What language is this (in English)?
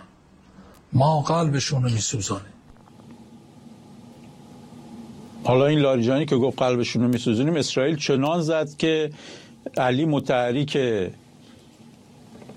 Persian